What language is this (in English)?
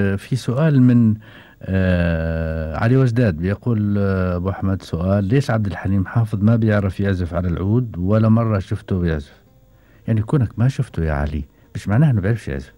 Gulf Arabic